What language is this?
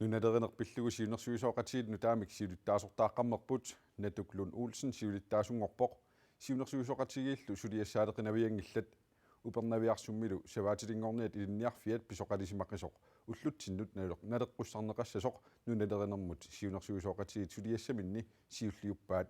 Kalaallisut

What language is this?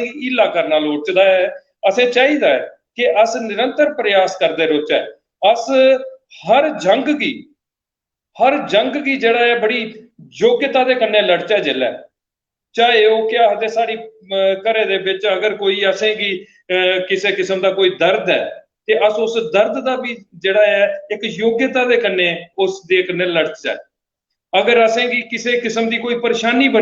Dogri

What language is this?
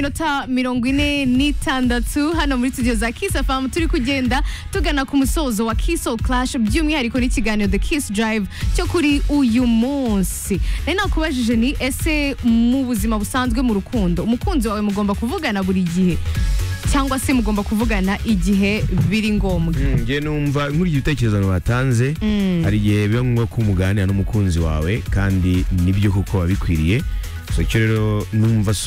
Kinyarwanda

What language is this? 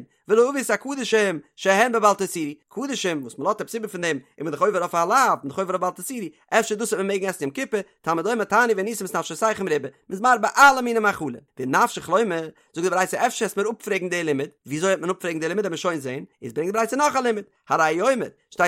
Yiddish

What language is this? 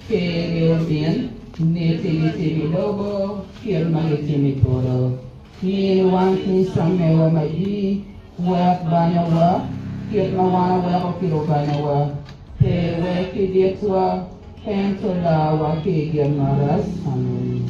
Acoli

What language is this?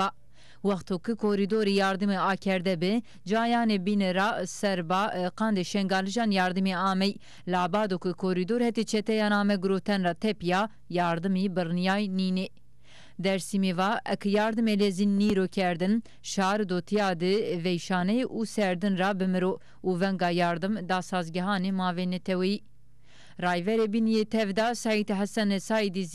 Zaza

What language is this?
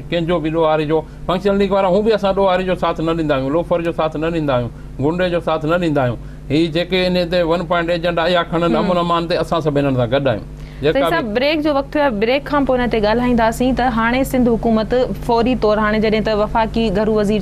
Sindhi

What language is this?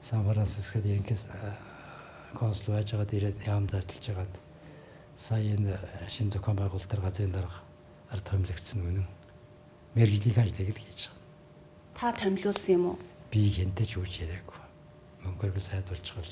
Mongolian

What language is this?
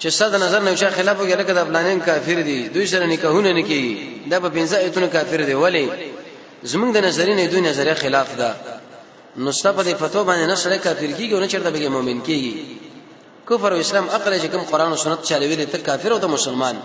Pashto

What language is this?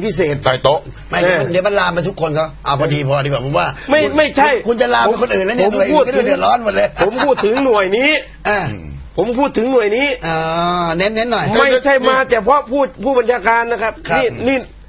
Thai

